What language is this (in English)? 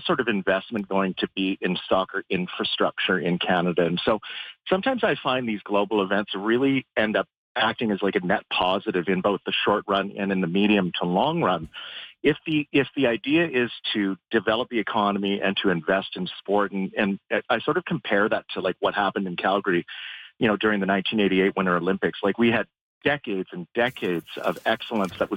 English